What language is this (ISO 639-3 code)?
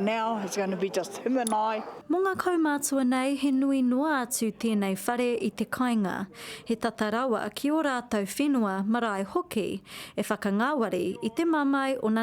mri